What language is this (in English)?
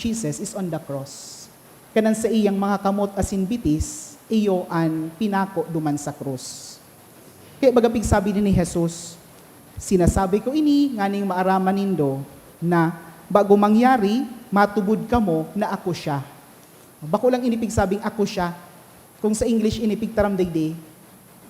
Bikol